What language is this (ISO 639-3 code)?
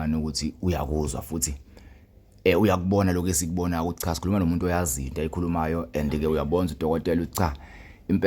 zul